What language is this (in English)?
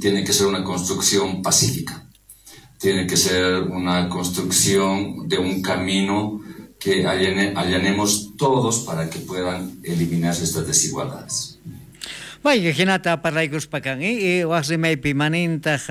South Bolivian Quechua